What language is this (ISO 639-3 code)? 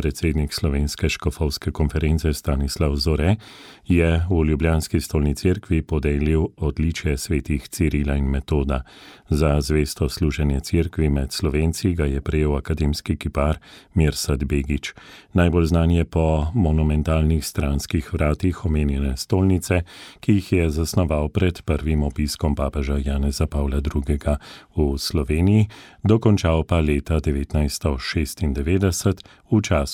slv